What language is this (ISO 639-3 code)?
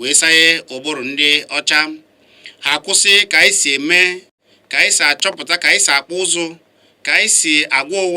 ibo